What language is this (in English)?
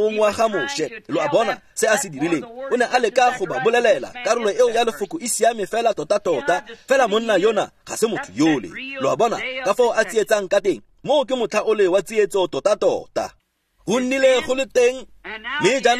Tswana